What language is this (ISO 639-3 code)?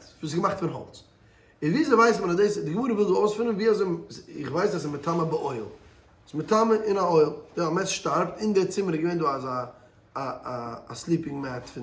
yid